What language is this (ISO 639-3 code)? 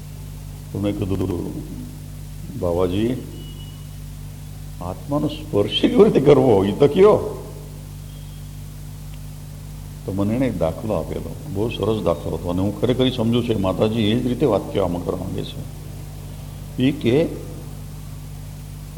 guj